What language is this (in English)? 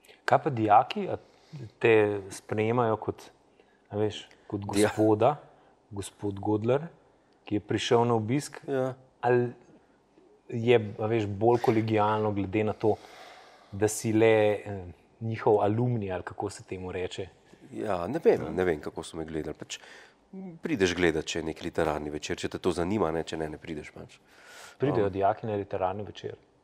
Slovenian